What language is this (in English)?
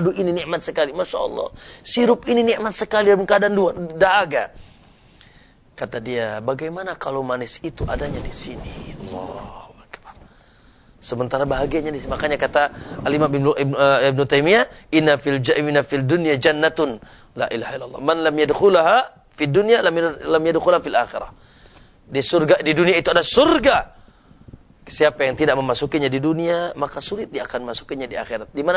Indonesian